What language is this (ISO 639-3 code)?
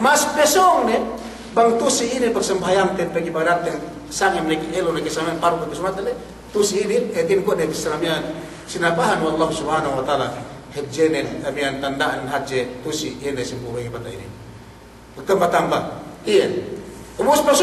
yka